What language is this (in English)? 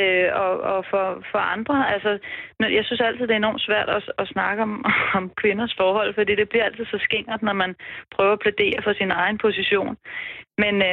Danish